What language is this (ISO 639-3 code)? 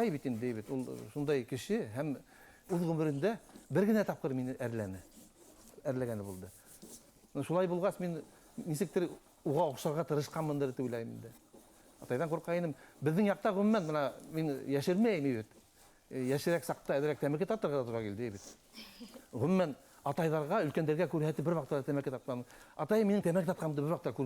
bak